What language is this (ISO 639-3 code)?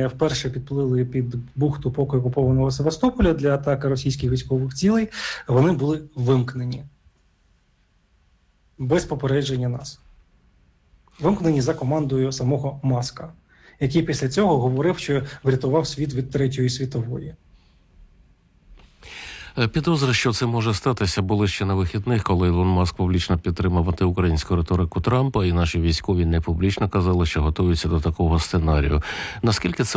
ukr